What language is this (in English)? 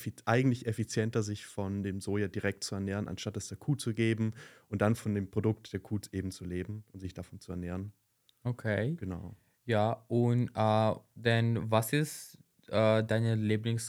German